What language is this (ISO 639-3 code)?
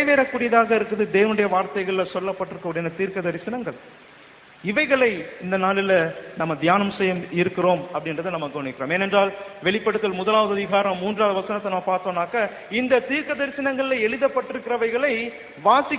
tam